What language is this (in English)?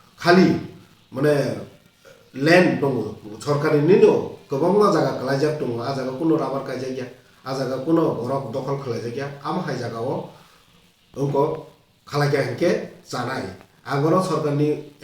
Kok Borok